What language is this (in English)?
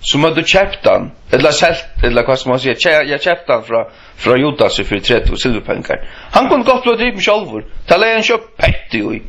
Faroese